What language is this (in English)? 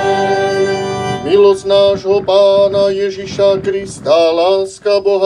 Slovak